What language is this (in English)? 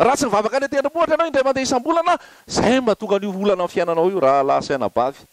Malagasy